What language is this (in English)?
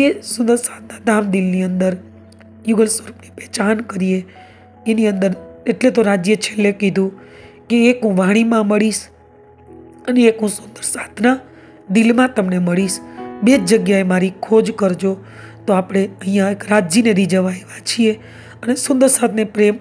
Gujarati